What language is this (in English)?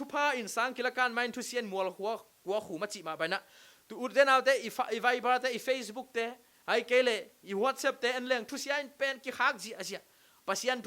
Tedim Chin